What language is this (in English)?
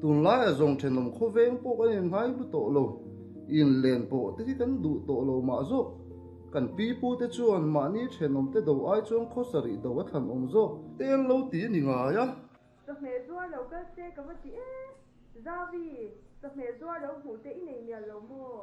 Mizo